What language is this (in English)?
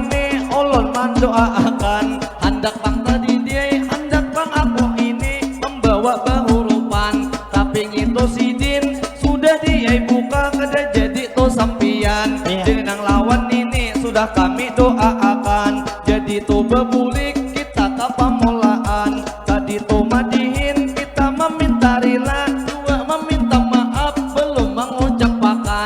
Banjar